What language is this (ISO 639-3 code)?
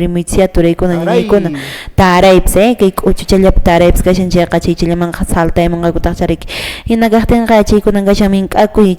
que